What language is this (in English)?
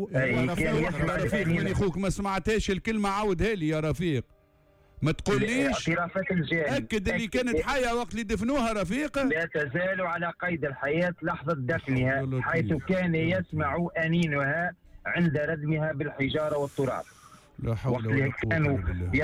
Tunisian Arabic